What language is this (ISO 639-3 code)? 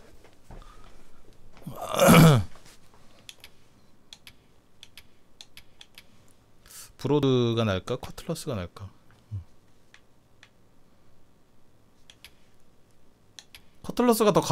kor